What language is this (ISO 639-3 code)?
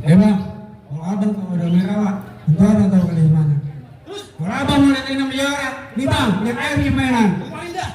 bew